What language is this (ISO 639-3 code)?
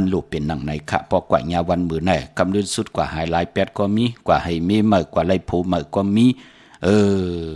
shn